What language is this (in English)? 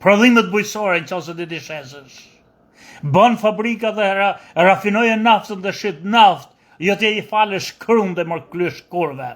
Albanian